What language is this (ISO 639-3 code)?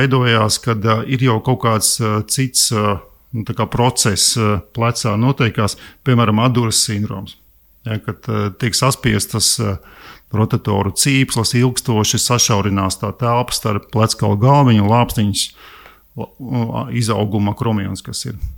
lav